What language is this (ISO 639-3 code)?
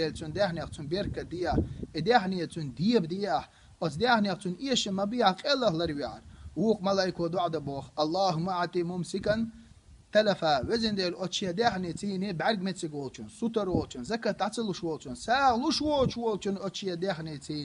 che